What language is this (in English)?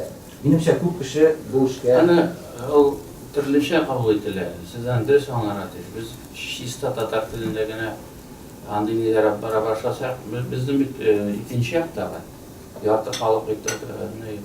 Tatar